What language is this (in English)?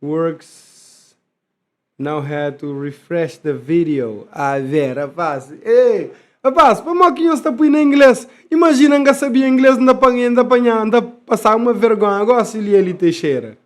Kabuverdianu